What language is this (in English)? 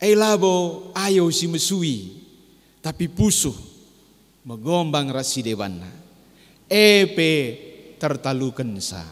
Batak Karo